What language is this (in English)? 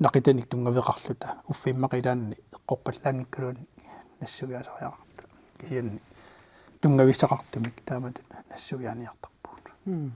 Kalaallisut